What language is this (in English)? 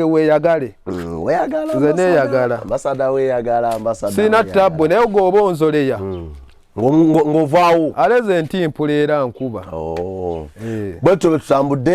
Ganda